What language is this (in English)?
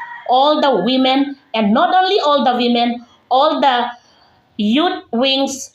Karbi